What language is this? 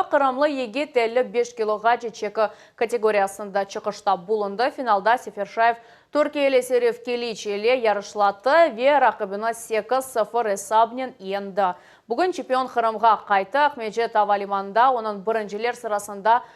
Crimean Tatar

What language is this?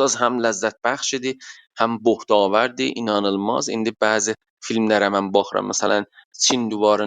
South Azerbaijani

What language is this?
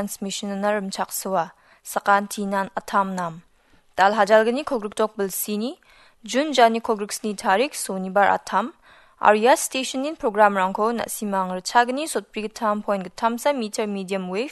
Garo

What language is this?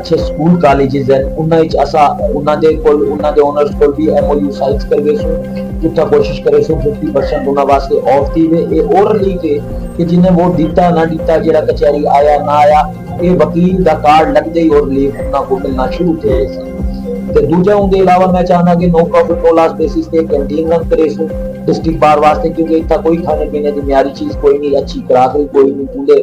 Saraiki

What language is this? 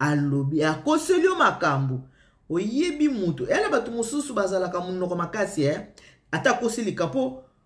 Lingala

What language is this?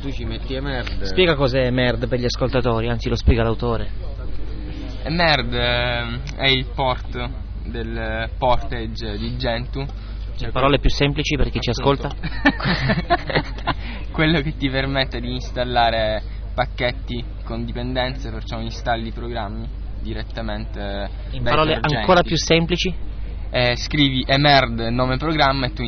Italian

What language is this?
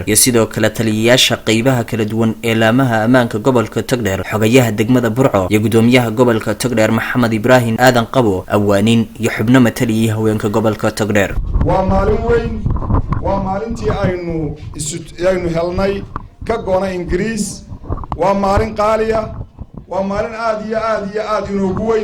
Somali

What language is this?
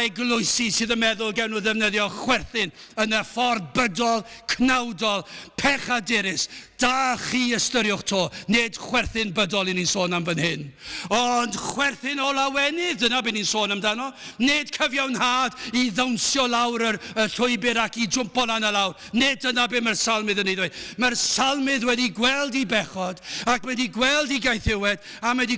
Welsh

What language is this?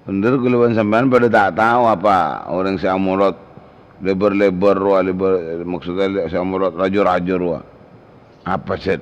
Madurese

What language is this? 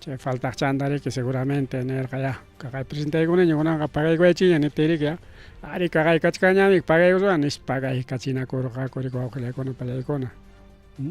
Ayacucho Quechua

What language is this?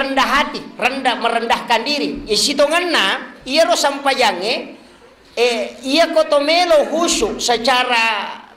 Buginese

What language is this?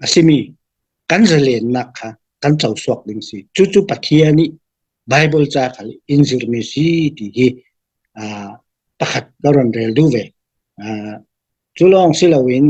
Falam Chin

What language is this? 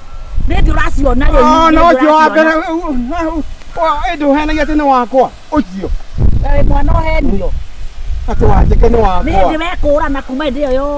Kikuyu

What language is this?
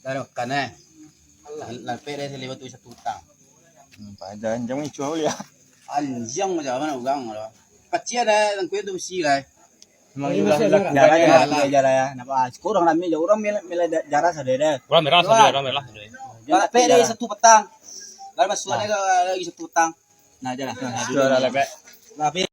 Minangkabau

